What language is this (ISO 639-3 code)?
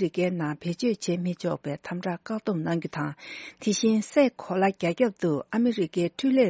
bod